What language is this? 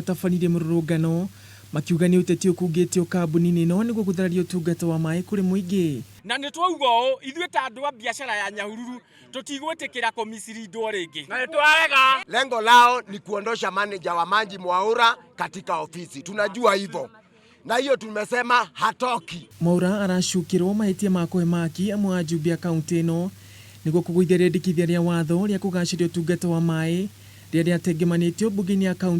Kikuyu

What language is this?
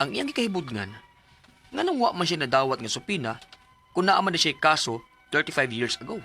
Cebuano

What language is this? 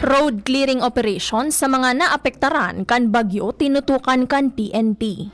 Bikol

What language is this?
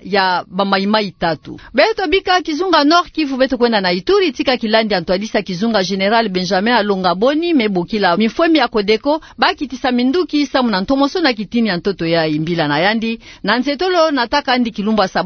Kituba (Democratic Republic of Congo)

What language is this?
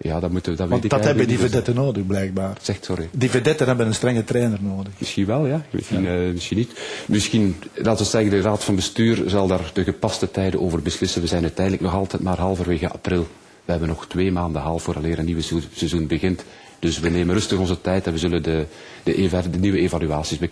Dutch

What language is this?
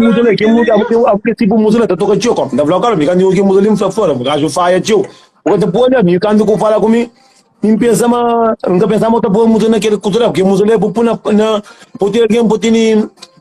Kabuverdianu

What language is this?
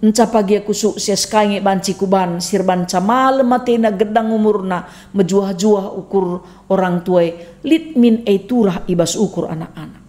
Batak Karo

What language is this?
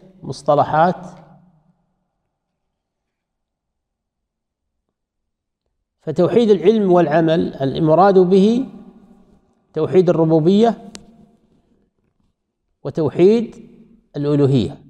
Arabic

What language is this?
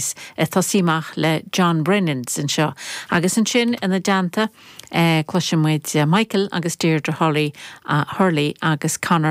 Irish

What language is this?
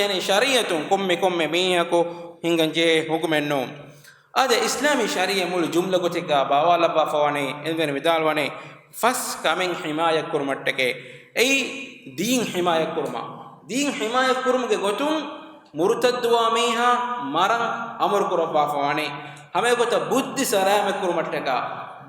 Divehi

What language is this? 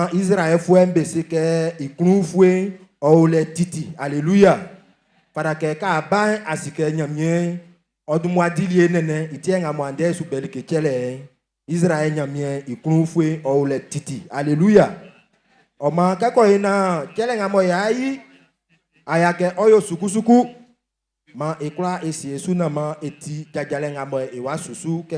Baoulé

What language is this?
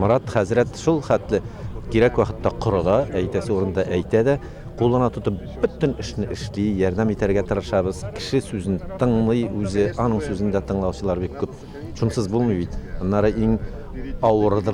Tatar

